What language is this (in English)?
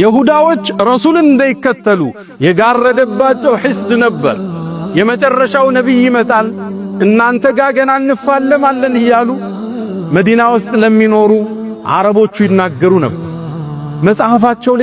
Amharic